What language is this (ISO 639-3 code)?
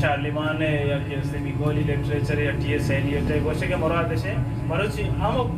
bal